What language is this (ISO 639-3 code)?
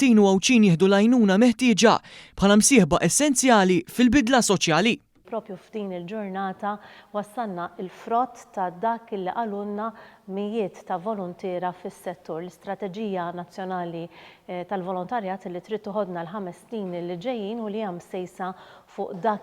mlt